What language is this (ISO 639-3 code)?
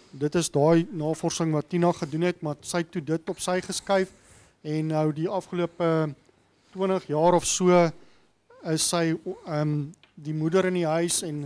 afr